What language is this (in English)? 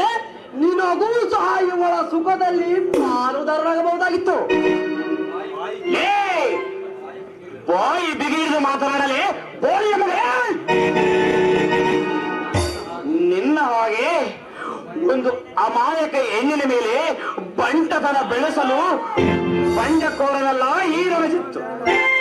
Kannada